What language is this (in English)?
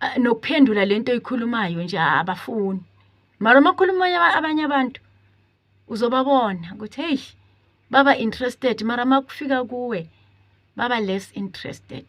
Zulu